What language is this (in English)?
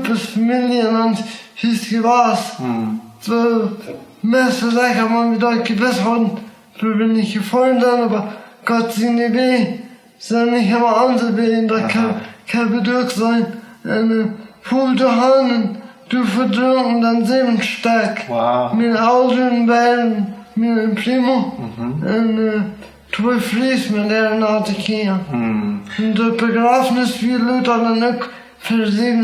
Plautdietsch